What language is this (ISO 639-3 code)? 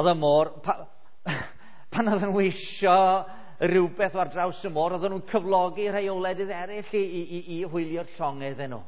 cym